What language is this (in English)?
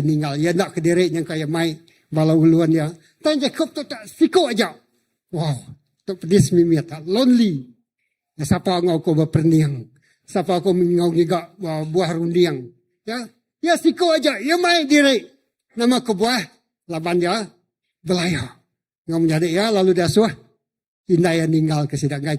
Iban